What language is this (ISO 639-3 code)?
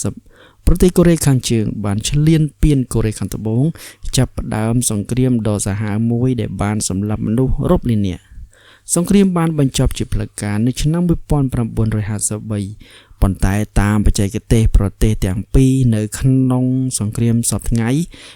khm